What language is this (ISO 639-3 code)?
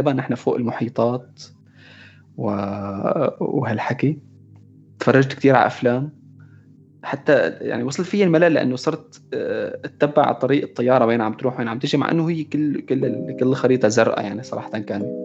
apc